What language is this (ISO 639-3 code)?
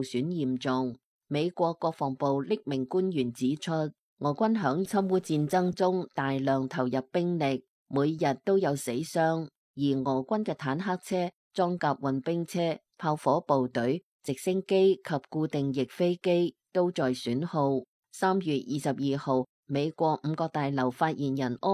yue